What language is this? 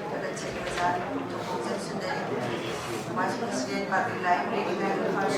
Manipuri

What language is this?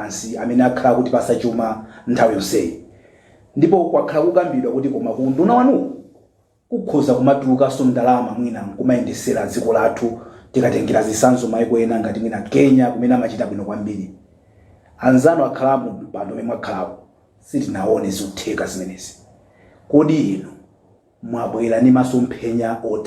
Nyanja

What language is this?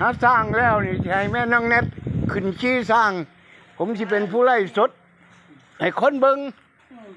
Lao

